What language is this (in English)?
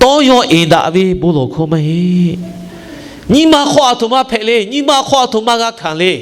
Lahu